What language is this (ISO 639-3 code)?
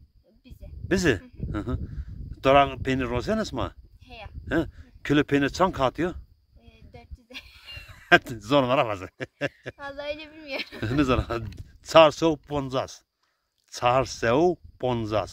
zza